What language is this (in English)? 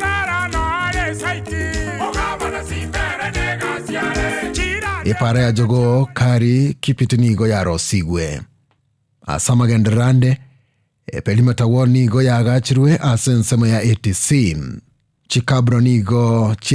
Gusii